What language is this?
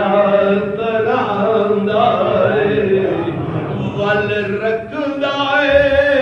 Saraiki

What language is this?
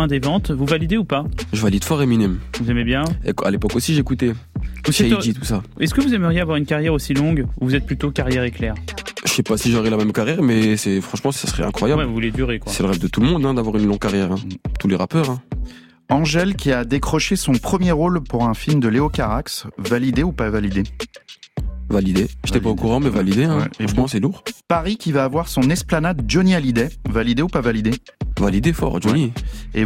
French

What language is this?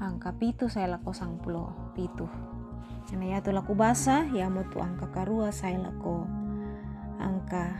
Toraja-Sa'dan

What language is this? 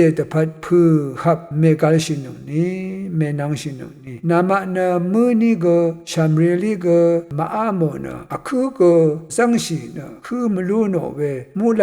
Rawang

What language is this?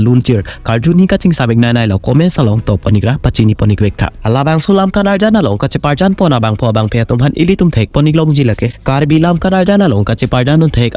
Karbi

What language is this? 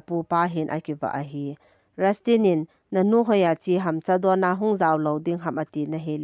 Thado Chin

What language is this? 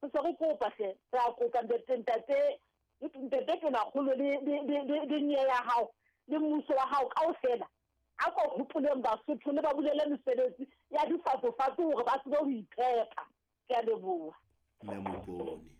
Southern Sotho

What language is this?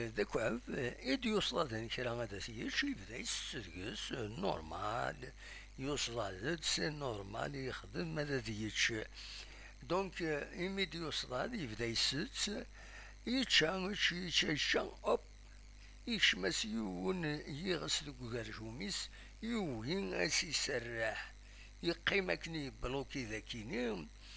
Kabyle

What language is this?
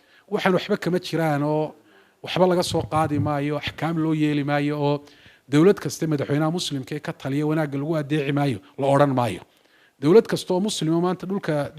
Somali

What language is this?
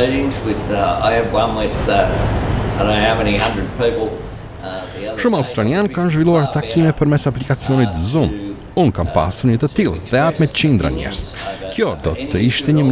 Albanian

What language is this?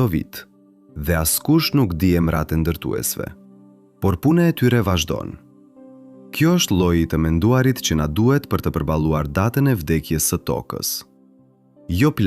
Albanian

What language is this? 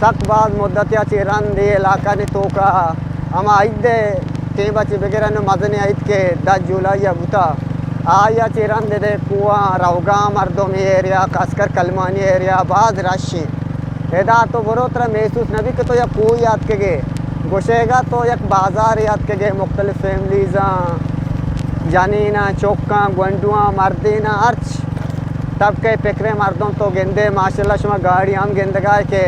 Eastern Balochi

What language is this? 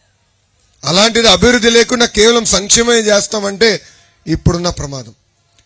Telugu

